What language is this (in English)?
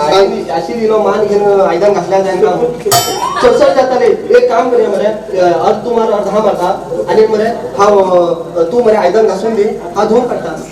Konkani